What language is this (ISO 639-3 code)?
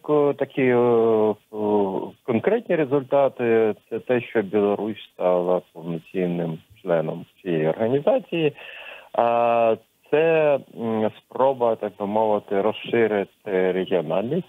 ukr